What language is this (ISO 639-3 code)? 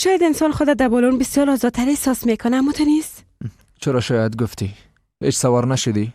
fas